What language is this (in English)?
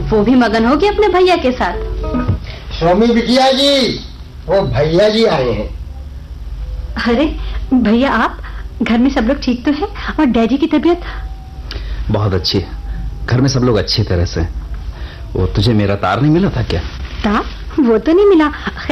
Hindi